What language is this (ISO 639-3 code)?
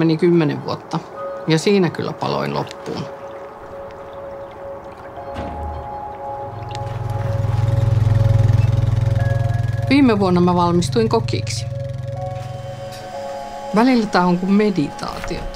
fin